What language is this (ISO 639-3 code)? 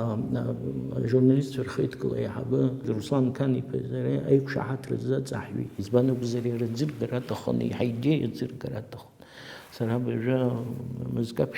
abk